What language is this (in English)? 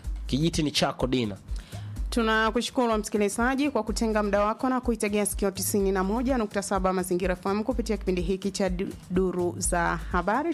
Swahili